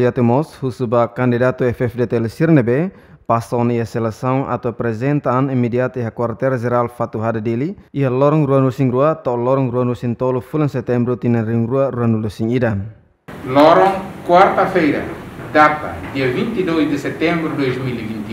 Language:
Tetum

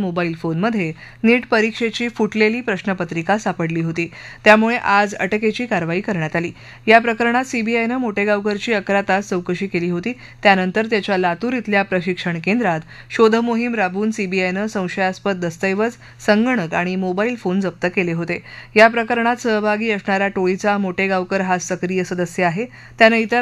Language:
Marathi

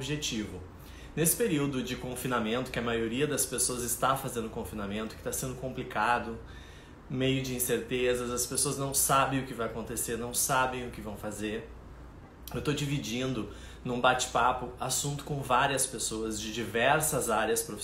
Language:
Portuguese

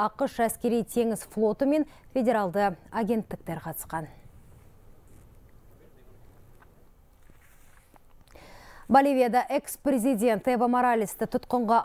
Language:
Kazakh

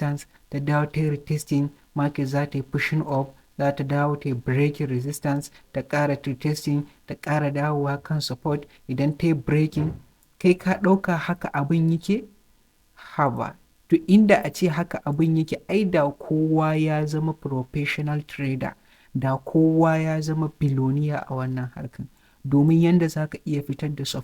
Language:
Hausa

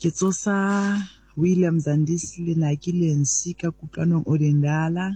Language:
Southern Sotho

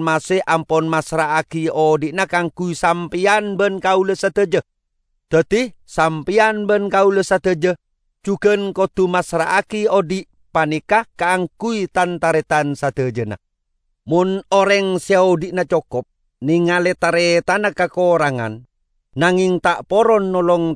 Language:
Madurese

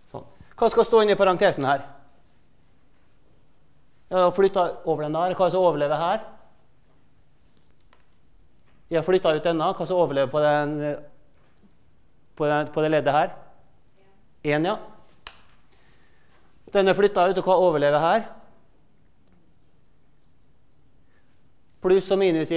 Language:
Norwegian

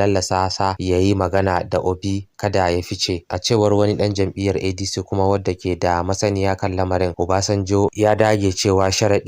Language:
Hausa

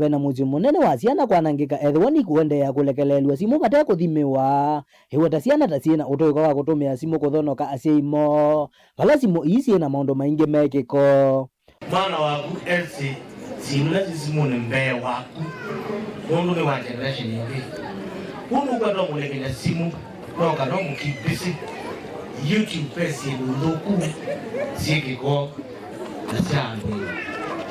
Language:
Kamba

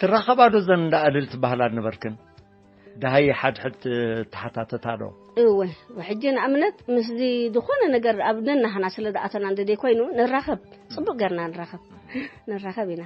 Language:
Tigrinya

